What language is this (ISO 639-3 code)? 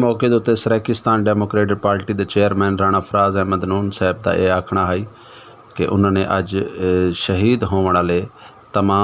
skr